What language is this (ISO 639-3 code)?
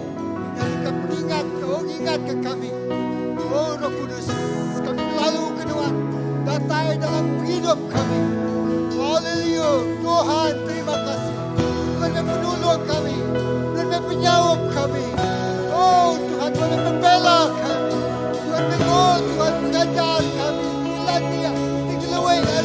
iba